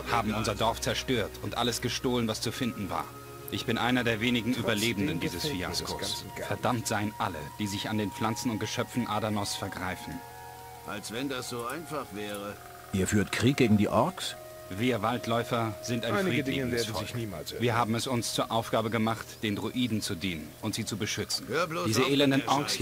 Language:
Bavarian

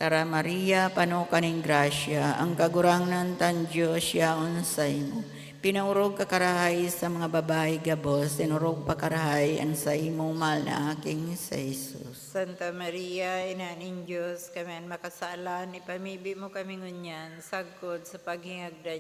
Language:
Bikol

